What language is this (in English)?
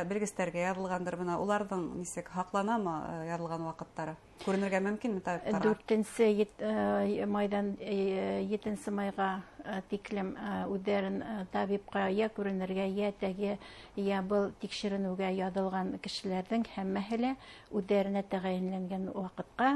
Bashkir